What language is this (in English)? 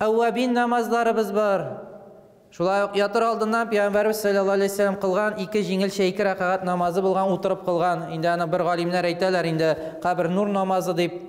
Tatar